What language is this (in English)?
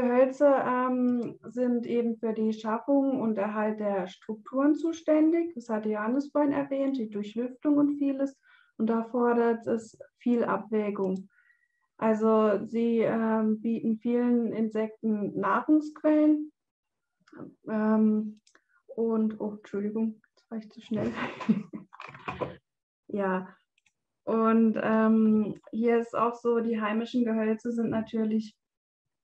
German